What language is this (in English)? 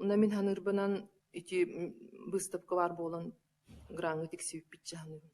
Yakut